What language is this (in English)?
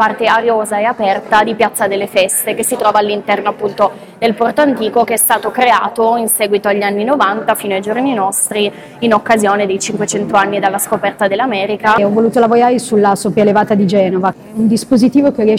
Italian